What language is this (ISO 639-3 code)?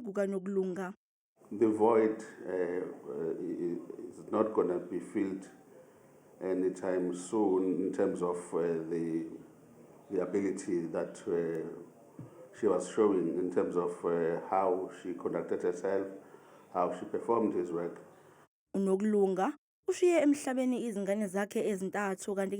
zul